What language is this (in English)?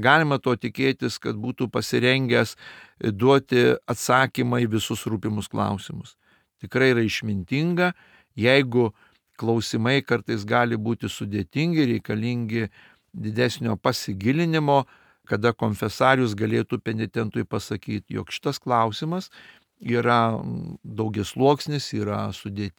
Lithuanian